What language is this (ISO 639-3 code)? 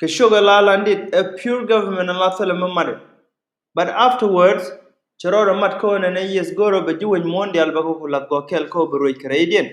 nus